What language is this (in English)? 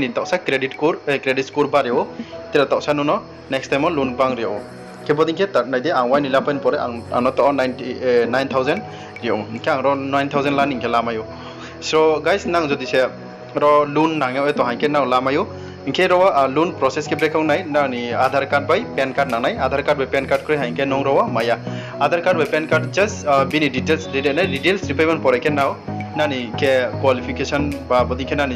Riang (India)